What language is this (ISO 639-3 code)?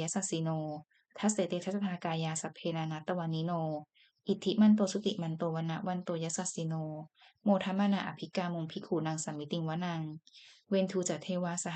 pli